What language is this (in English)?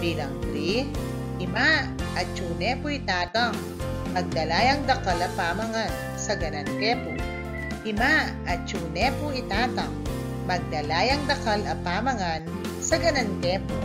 Pampanga